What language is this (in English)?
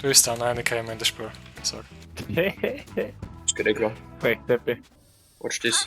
Bavarian